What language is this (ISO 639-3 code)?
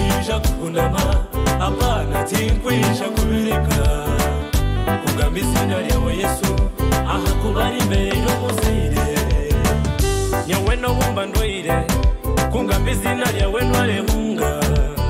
kin